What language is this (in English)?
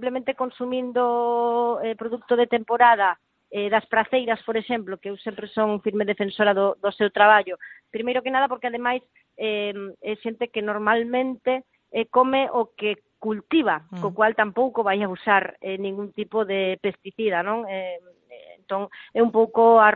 Galician